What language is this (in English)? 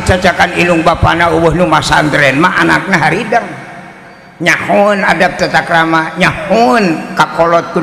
Sundanese